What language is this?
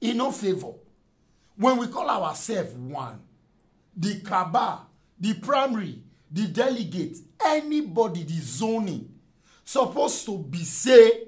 Nigerian Pidgin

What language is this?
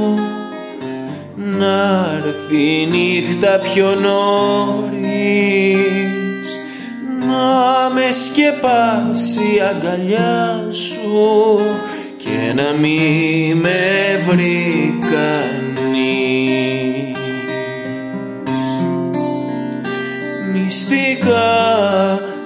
Greek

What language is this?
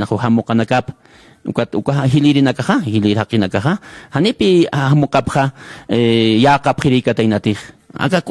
Aymara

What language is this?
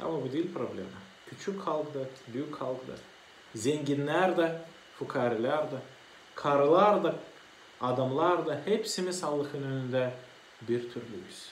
Gagauz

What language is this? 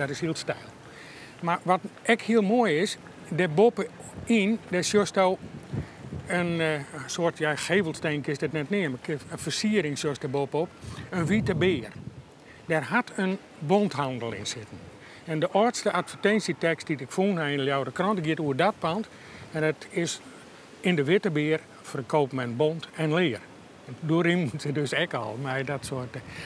Western Frisian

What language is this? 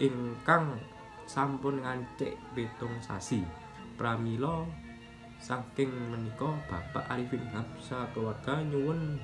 Javanese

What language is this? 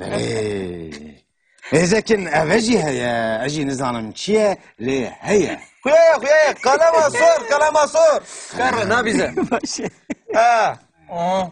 Kurdish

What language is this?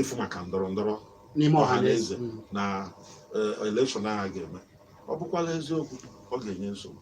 Igbo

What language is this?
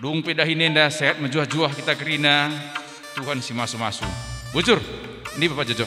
Batak Karo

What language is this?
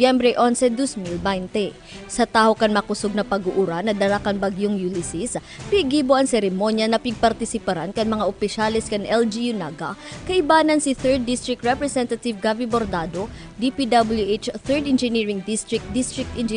Bikol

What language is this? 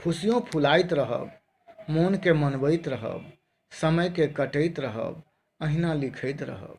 Maithili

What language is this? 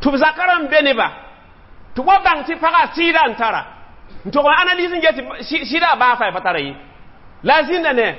Mossi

